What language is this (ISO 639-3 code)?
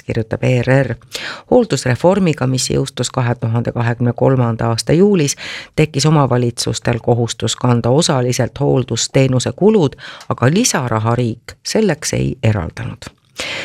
est